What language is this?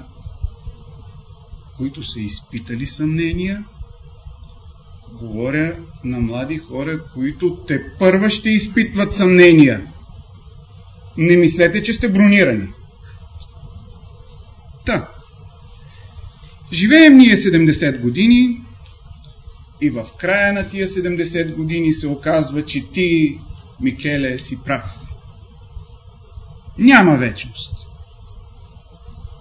Bulgarian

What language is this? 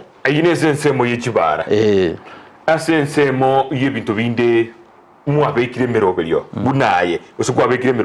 Gusii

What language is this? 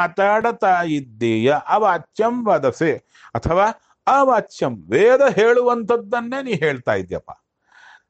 Kannada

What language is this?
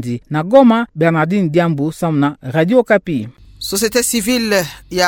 Kituba (Democratic Republic of Congo)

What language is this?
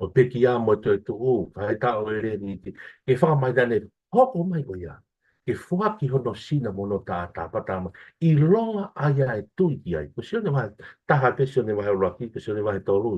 Tongan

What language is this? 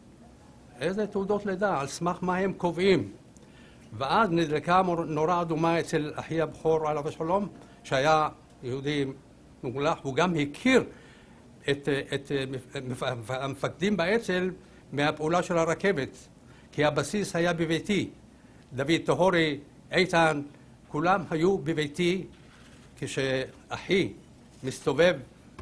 Hebrew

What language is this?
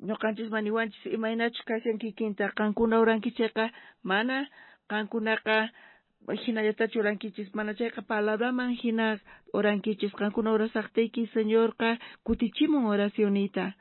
South Bolivian Quechua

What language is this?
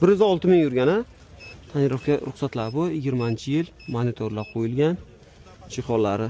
Uzbek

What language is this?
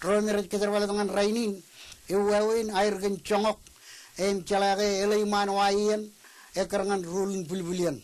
Marshallese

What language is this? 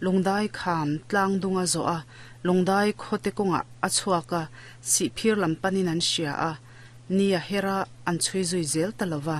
Mizo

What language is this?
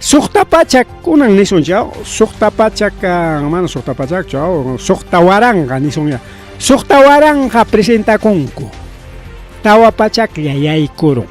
Ayacucho Quechua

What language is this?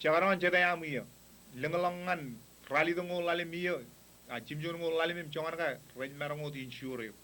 Marshallese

